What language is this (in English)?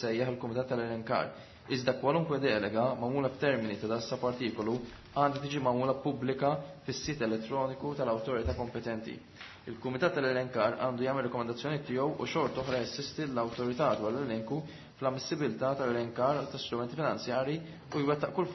Maltese